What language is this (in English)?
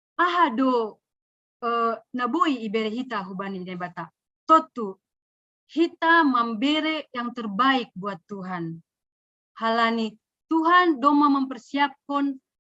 Batak Simalungun